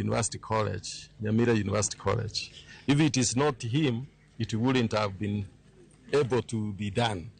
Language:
Luo (Kenya and Tanzania)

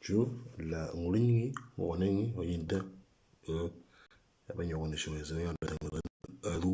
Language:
Moro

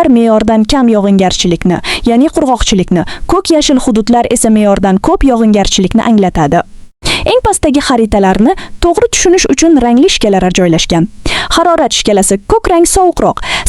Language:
Uzbek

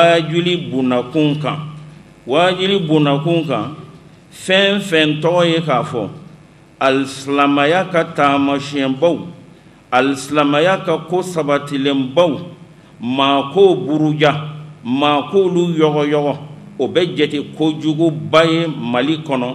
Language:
Bambara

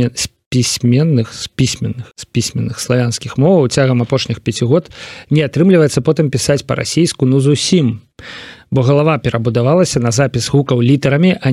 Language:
Belarusian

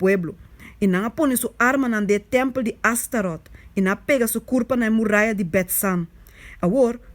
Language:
Papiamento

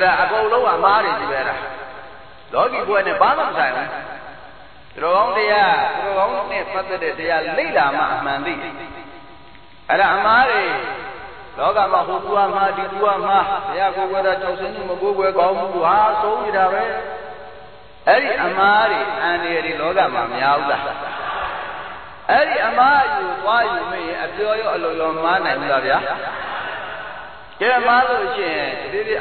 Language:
Burmese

